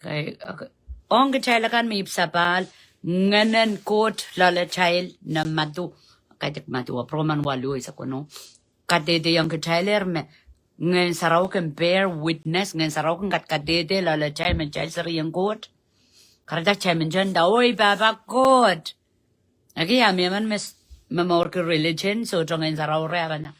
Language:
Pohnpeian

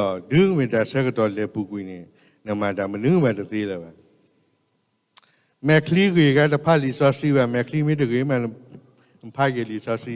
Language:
S'gaw Karen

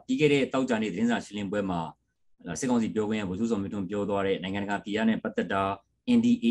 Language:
Burmese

